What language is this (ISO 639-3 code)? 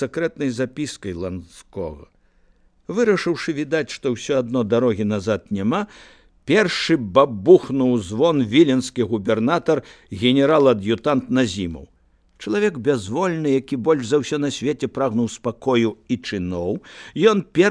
bel